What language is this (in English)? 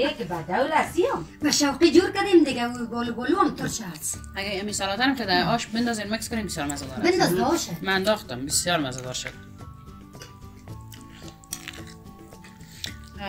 Persian